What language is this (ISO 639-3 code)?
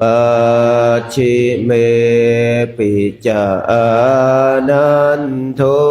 pli